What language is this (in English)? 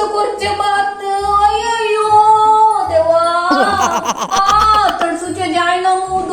Konkani